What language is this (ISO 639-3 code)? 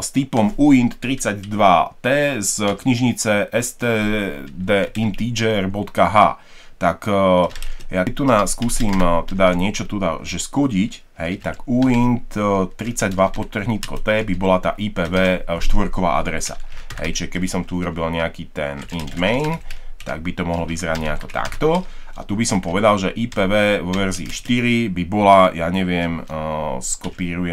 slk